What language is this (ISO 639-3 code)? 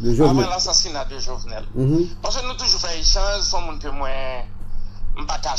hat